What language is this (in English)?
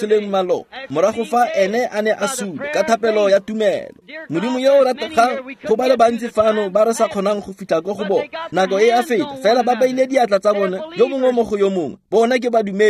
Tswana